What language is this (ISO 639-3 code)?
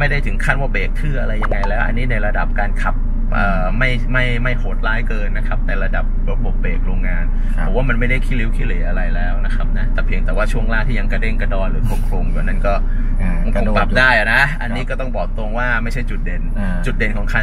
tha